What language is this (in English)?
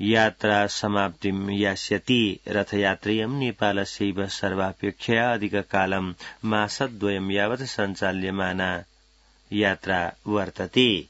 Sanskrit